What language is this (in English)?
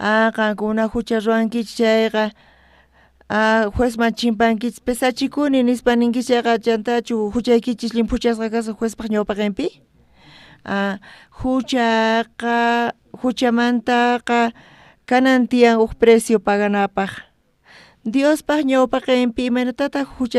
South Bolivian Quechua